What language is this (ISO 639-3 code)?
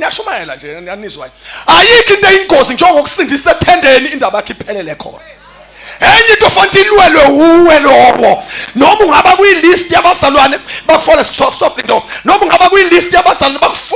zul